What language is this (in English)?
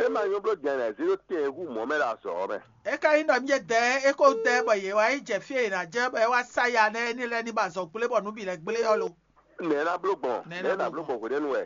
Fon